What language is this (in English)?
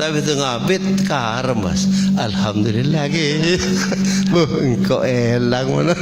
Madurese